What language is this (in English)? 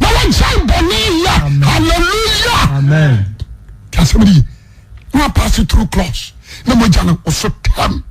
Akan